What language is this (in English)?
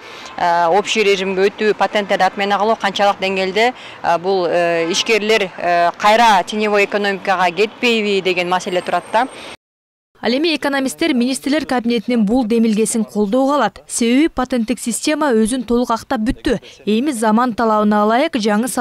Kyrgyz